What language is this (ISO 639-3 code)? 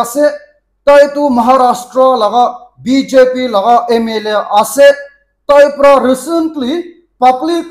nag